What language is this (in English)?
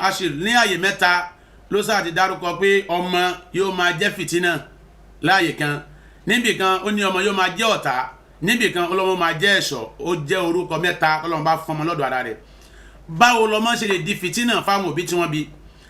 Yoruba